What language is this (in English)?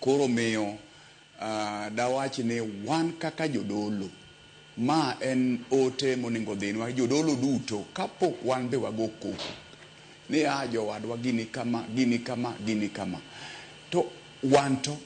Luo (Kenya and Tanzania)